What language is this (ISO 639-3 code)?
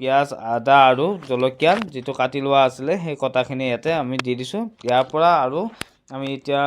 asm